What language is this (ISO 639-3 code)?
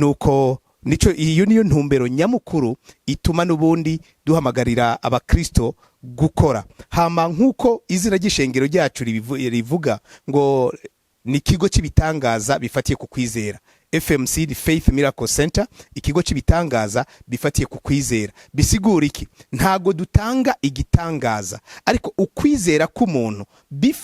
run